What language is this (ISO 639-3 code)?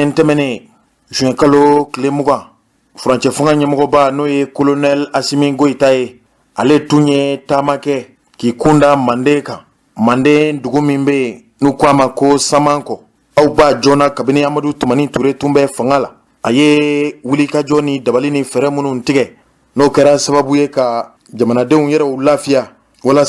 bam